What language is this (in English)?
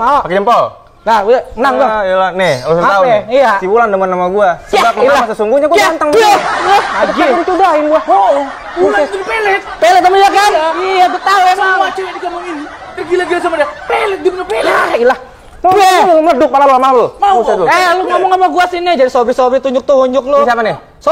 Betawi